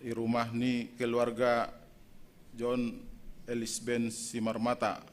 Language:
Batak Simalungun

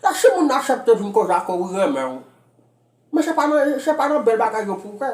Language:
Haitian Creole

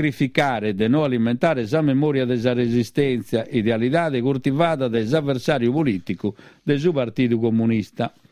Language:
Sardinian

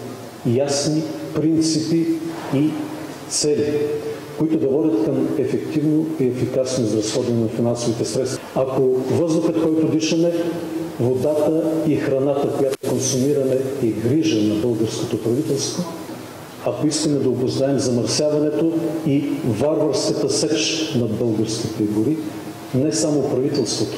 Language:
Bulgarian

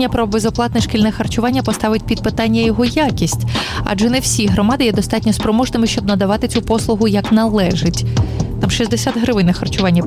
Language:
Ukrainian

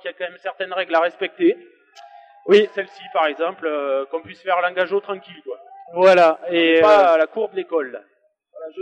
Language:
French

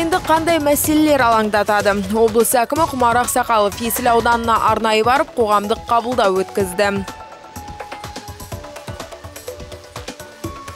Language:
Kazakh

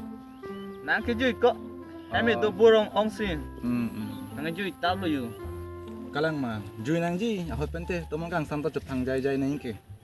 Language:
Karbi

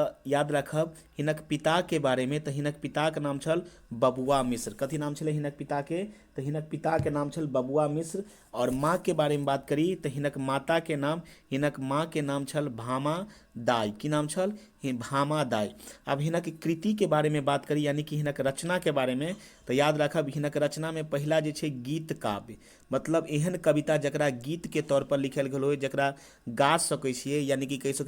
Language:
Maithili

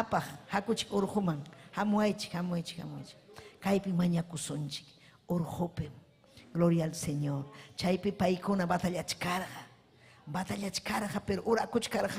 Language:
Ayacucho Quechua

